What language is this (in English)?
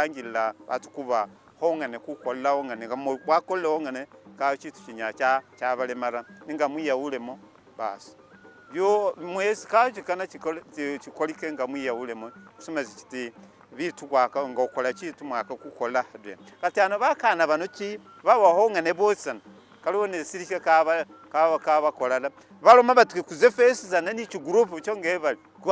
Masaaba